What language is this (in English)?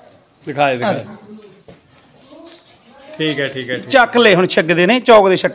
Punjabi